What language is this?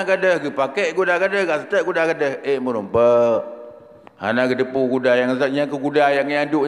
Achinese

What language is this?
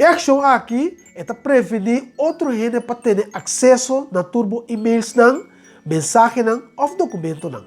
Papiamento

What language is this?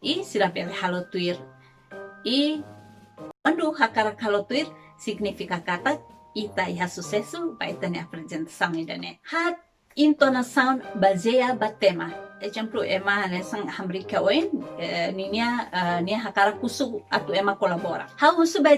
Tetum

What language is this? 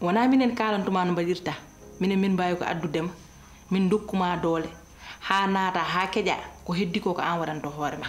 Fula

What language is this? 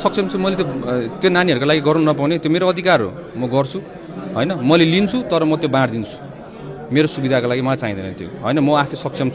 Nepali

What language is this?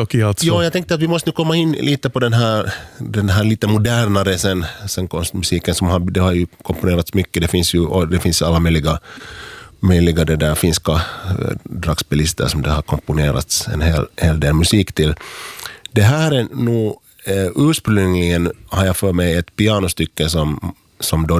Swedish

